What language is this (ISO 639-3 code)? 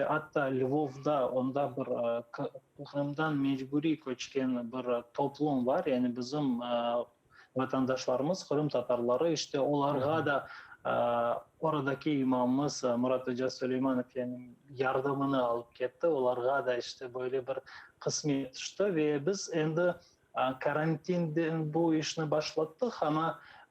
crh